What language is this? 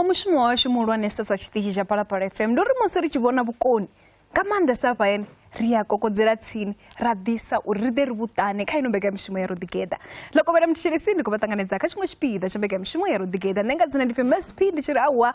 Venda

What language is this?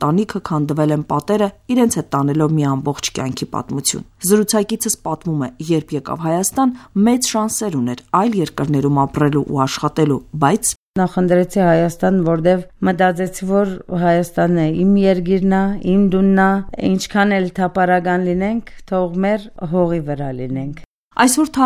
Armenian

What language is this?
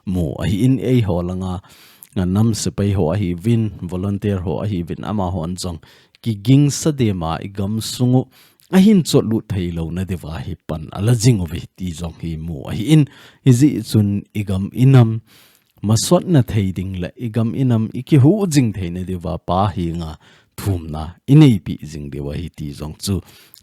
Thado Chin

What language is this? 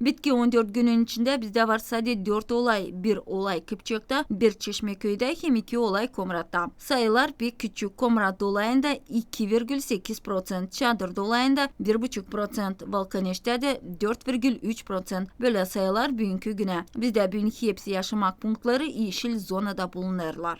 Gagauz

